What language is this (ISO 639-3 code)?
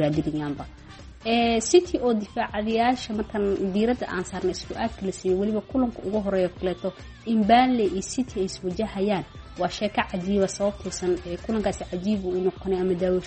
som